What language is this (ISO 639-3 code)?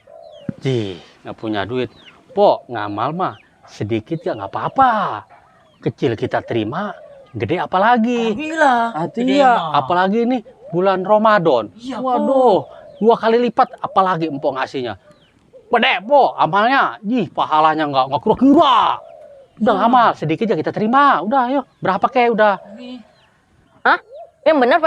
bew